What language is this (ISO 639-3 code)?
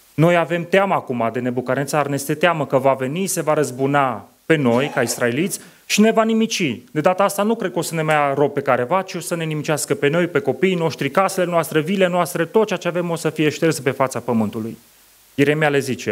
ron